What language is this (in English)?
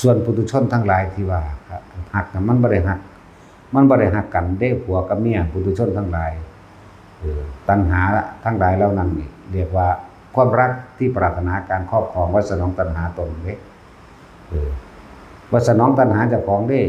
Northeastern Thai